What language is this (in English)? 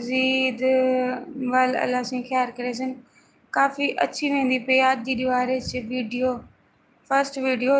Saraiki